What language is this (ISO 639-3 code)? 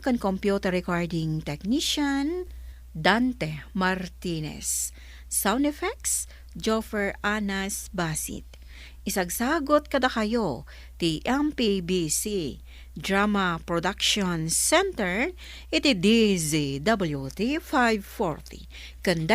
ilo